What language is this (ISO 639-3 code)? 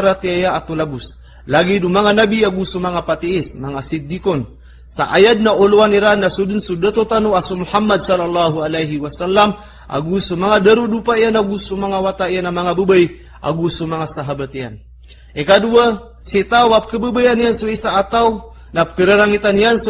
mrw